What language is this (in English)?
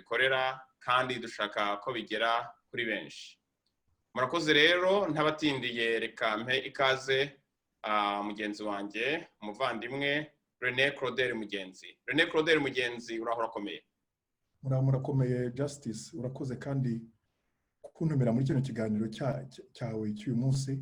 Kinyarwanda